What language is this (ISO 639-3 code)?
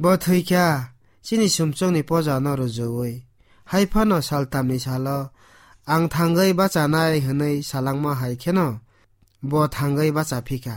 trp